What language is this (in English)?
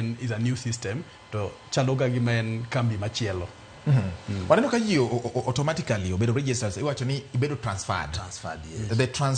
Luo (Kenya and Tanzania)